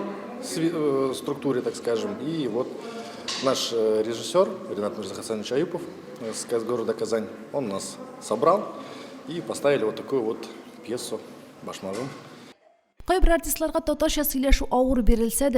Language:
Tatar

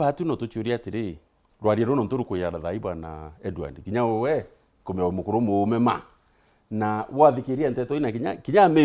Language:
Meru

